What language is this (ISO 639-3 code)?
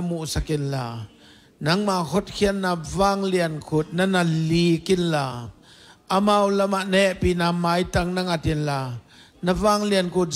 ctd